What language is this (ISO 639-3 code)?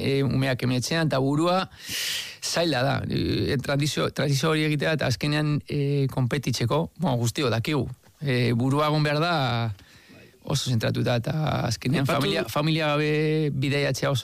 eus